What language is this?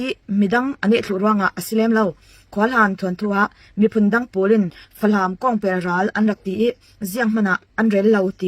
Falam Chin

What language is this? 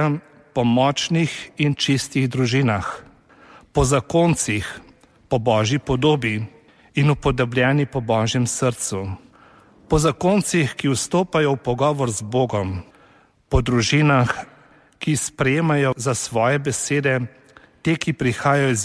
Slovenian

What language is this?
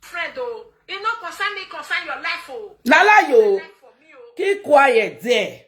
Nigerian Pidgin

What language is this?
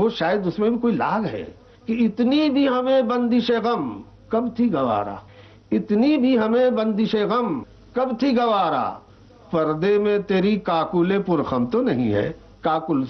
Urdu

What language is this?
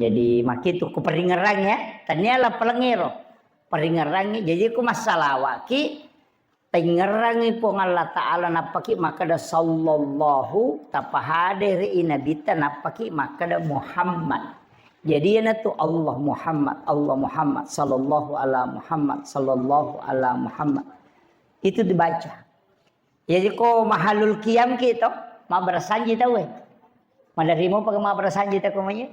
Buginese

